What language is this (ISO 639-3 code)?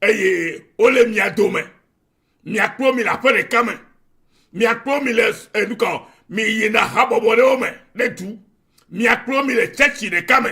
ewe